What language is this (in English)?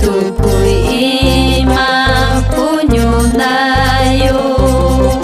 Ayacucho Quechua